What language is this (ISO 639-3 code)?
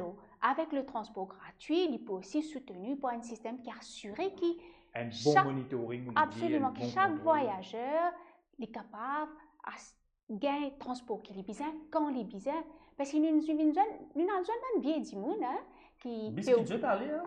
mfe